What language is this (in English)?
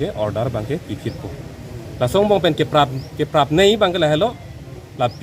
Karbi